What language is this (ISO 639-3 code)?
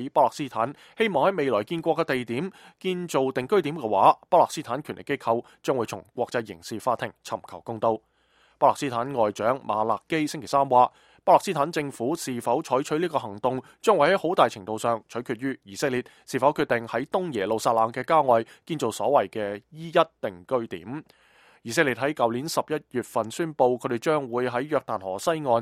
yue